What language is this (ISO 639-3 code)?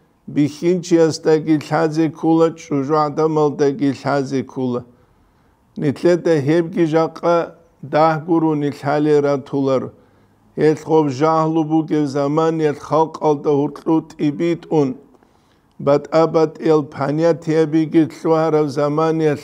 ava